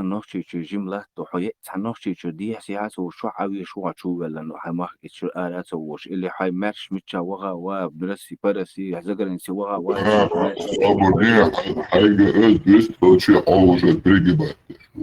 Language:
Chechen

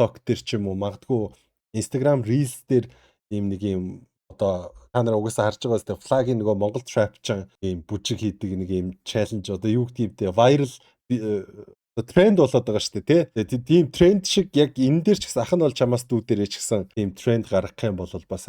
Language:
Mongolian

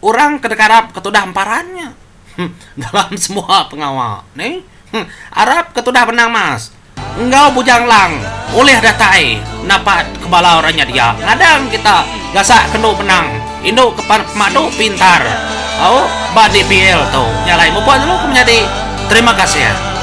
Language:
Iban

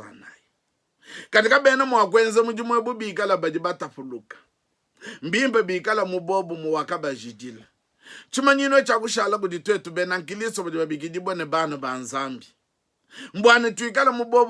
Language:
Luba-Lulua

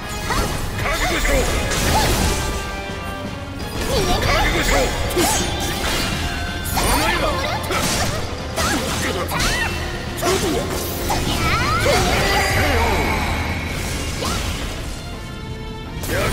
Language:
Japanese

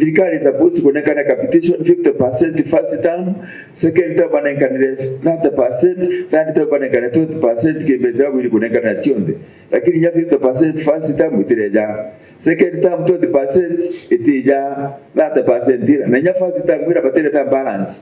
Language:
Meru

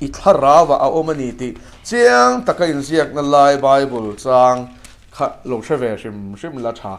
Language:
Mizo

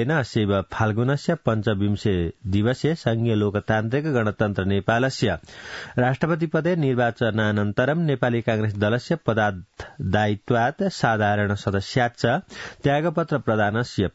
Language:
Sanskrit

